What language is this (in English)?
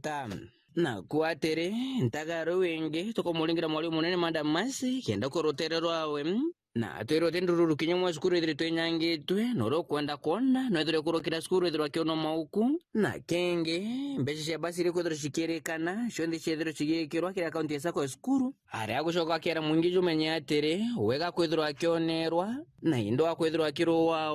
Meru